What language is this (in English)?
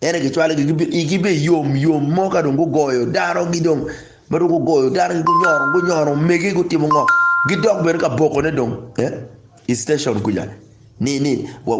Acoli